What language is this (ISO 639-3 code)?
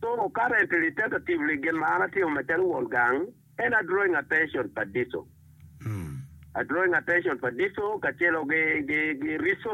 ach